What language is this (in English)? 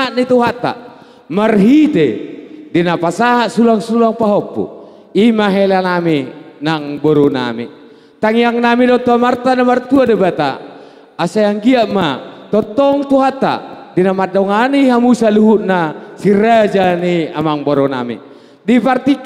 Batak Toba